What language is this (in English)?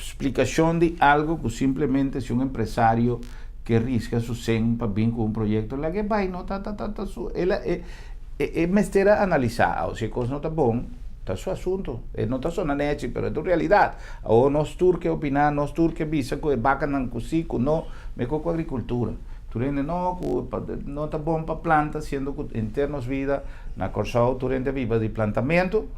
Papiamento